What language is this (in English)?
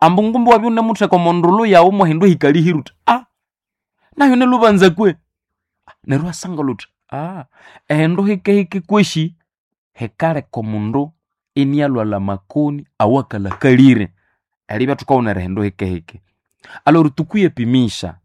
Nande